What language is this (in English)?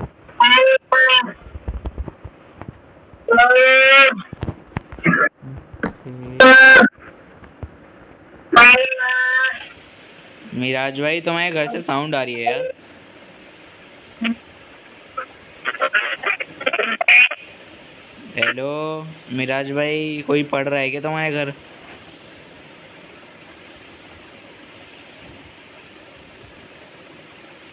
Hindi